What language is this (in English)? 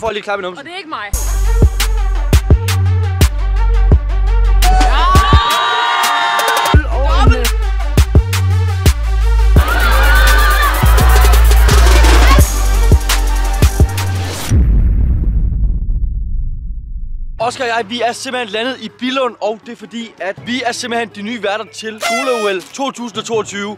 Danish